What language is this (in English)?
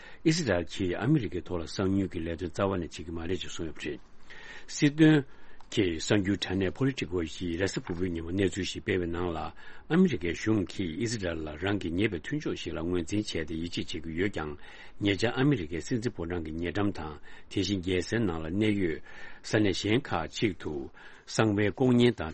Tibetan